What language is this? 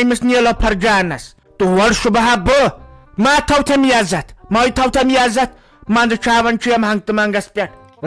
Kashmiri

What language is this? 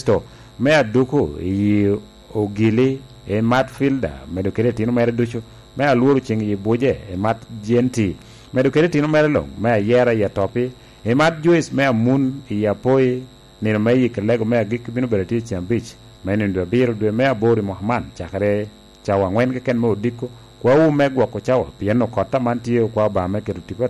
Lango (Uganda)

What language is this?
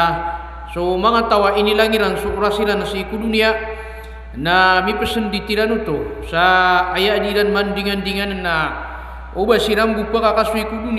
Maranao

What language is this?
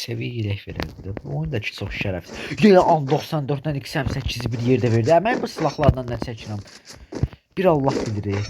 Azerbaijani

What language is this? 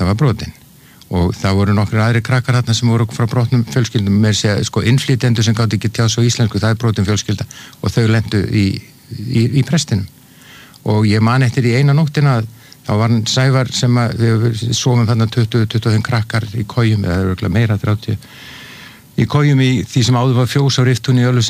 Icelandic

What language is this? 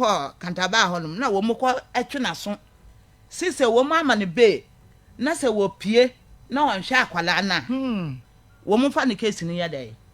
Akan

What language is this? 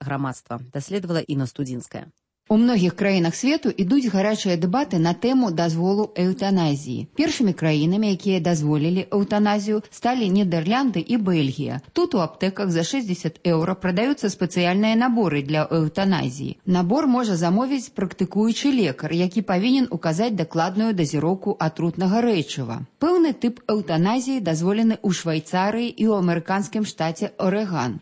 Belarusian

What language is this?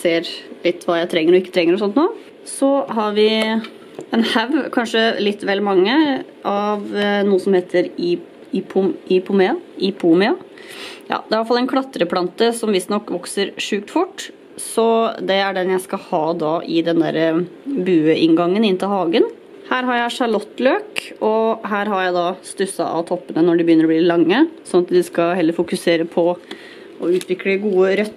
Norwegian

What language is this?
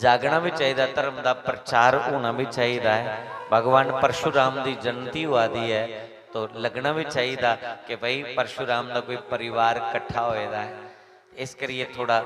Dogri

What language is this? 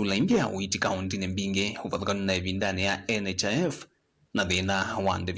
Kamba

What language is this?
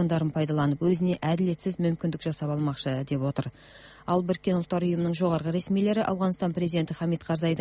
Kazakh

